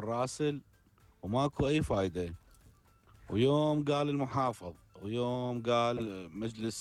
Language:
Mesopotamian Arabic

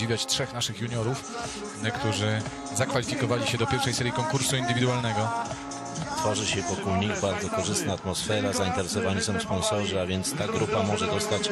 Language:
Polish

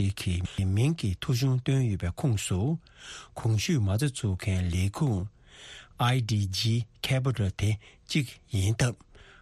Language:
Tibetan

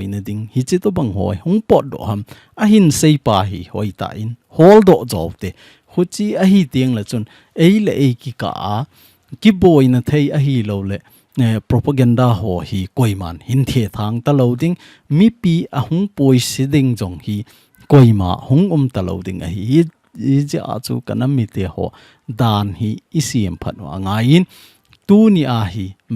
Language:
Thado Chin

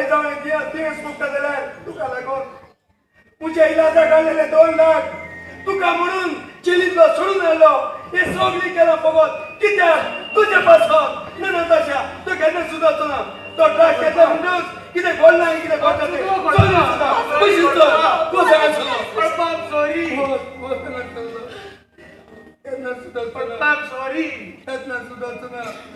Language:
Konkani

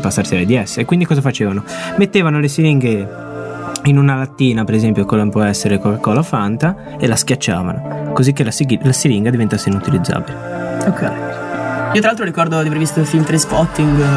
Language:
Italian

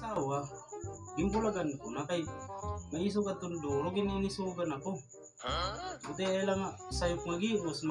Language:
Waray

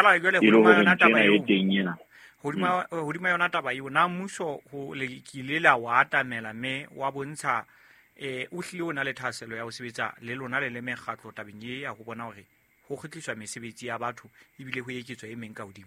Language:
Southern Sotho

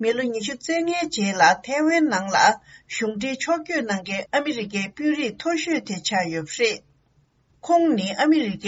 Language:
Tibetan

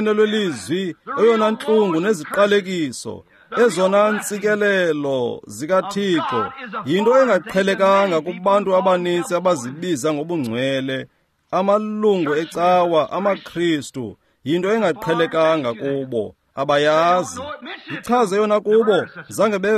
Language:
Xhosa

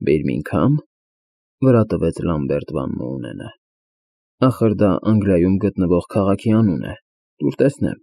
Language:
Armenian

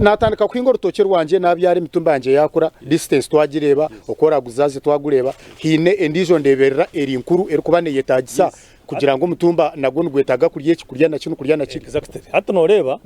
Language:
Nyankole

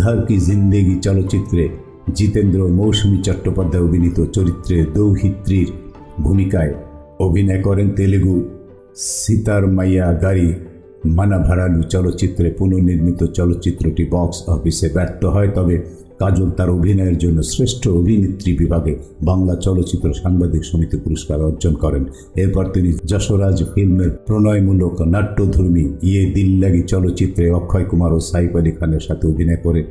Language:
Bangla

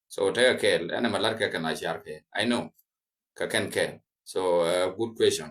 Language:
Nuer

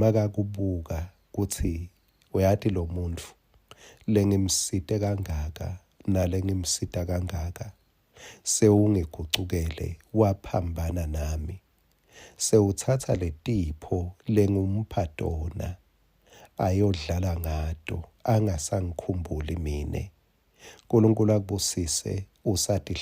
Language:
Swati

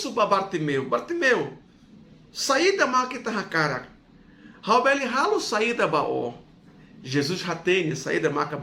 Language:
Tetum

